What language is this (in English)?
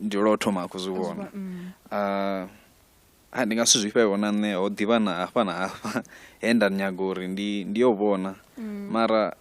Venda